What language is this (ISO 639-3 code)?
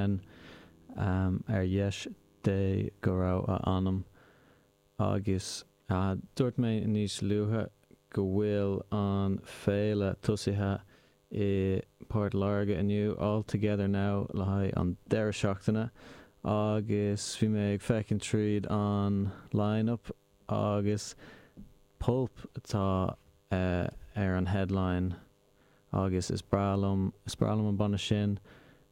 gle